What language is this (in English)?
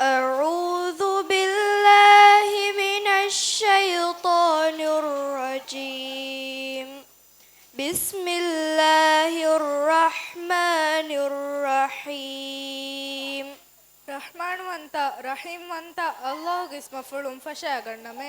Divehi